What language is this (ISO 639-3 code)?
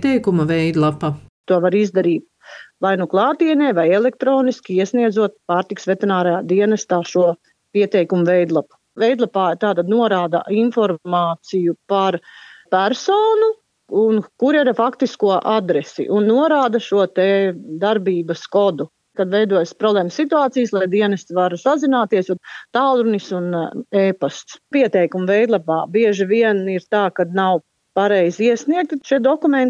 lav